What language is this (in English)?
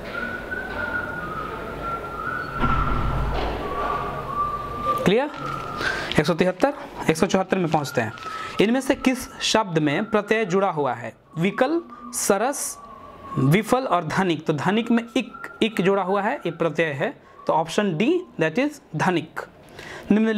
Hindi